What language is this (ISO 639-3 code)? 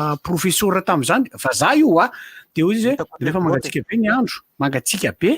mlg